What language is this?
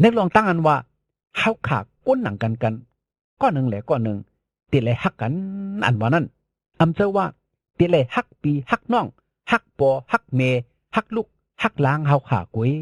Shan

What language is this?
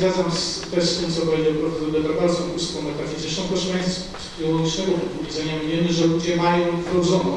Polish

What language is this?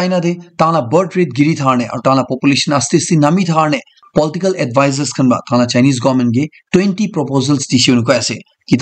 Naga Pidgin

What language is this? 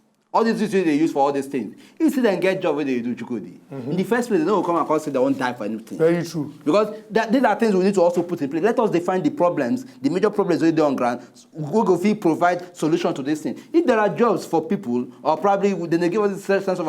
Nigerian Pidgin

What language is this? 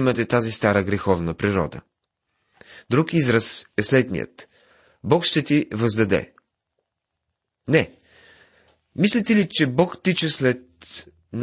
Bulgarian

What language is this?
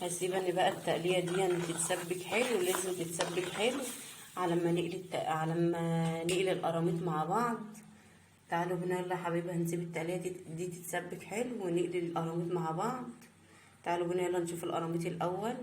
Egyptian Arabic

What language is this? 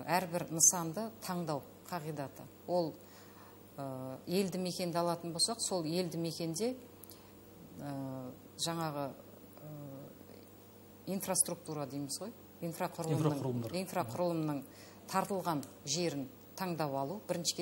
Kazakh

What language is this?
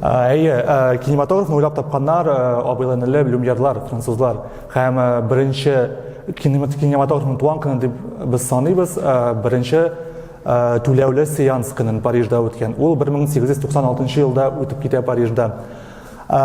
Tatar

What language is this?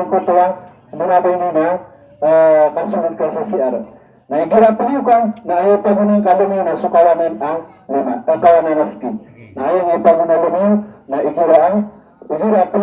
Maranao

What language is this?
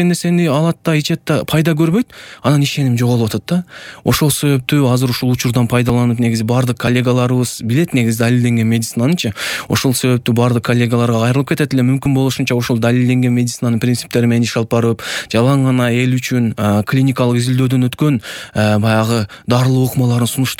Kyrgyz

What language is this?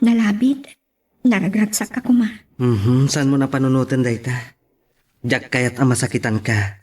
Iloko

